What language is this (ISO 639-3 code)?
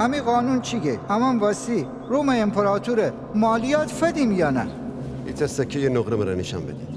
glk